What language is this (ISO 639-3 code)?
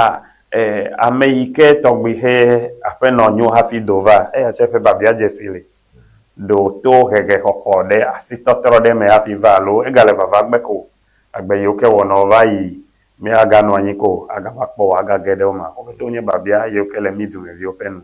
ewe